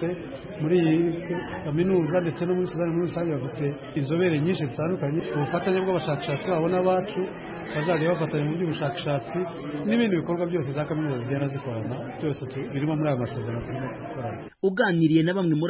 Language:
Kinyarwanda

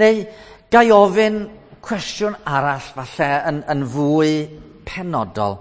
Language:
Welsh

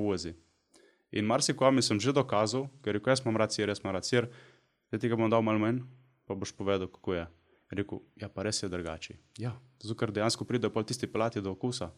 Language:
Slovenian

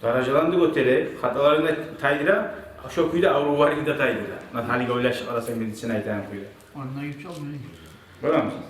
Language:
Kumyk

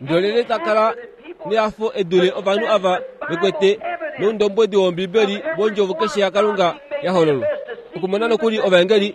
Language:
Kuanyama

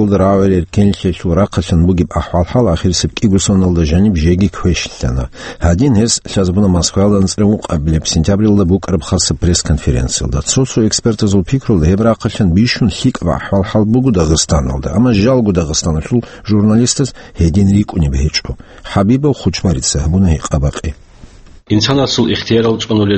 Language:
Avaric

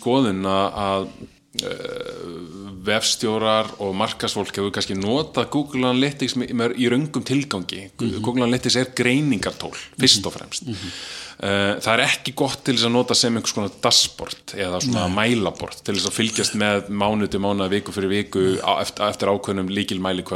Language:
Icelandic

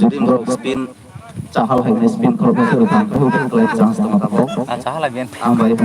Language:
Kok Borok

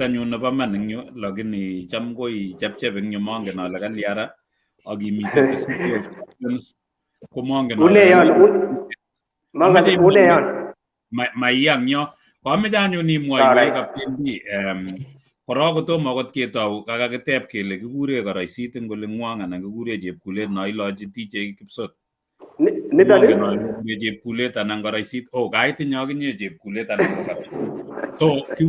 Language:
Kalenjin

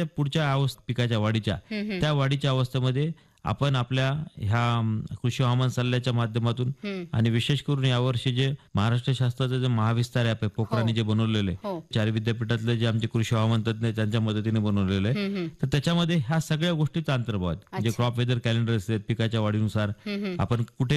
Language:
Marathi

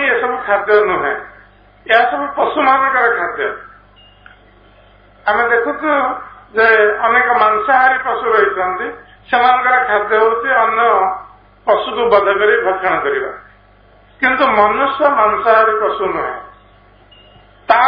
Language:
Odia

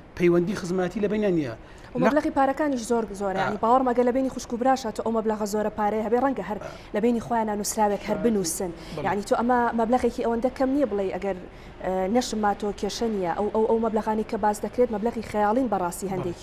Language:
Central Kurdish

